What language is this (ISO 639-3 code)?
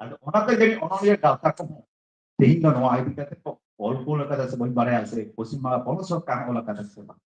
sat